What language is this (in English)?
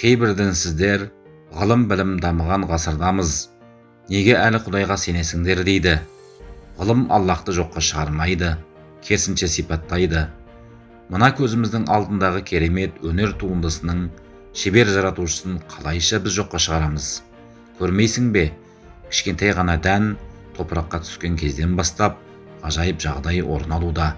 Kazakh